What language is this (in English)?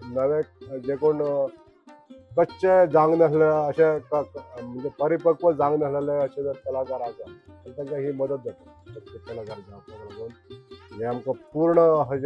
Konkani